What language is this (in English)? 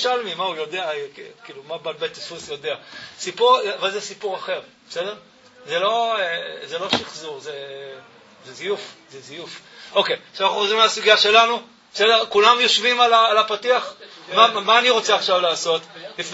Hebrew